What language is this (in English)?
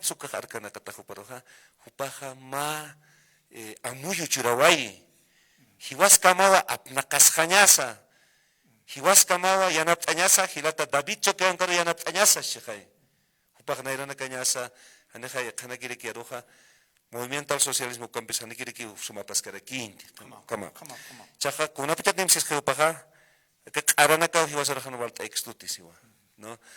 Aymara